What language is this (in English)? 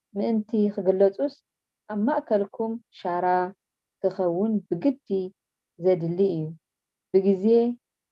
Tigrinya